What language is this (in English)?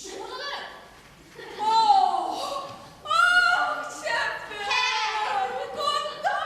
Chuvash